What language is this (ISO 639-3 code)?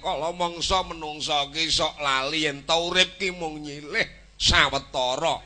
jav